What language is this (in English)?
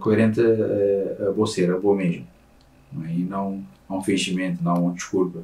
Kabuverdianu